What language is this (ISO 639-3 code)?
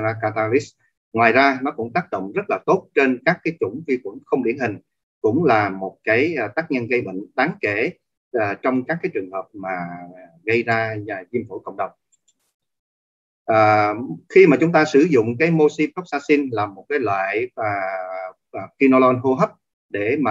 vie